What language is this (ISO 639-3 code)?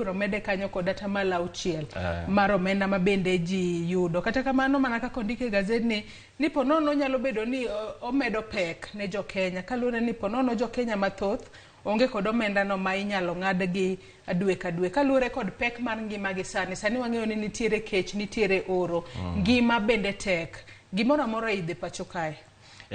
luo